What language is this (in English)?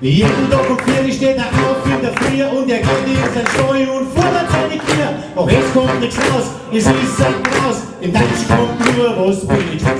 Bavarian